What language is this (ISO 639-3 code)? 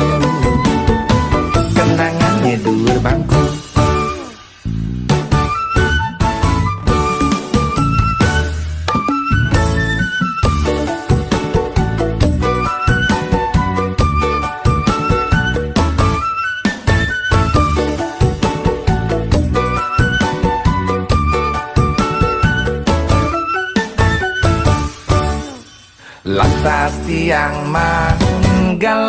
ban